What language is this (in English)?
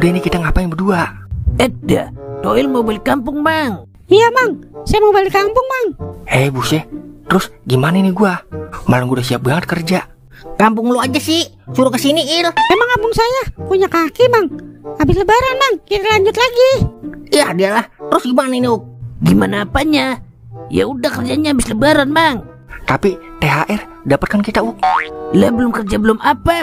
Betawi